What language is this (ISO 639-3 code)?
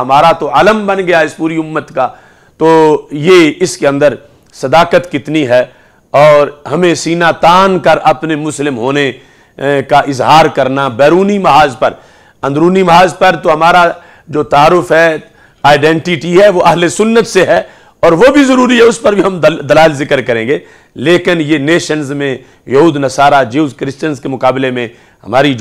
urd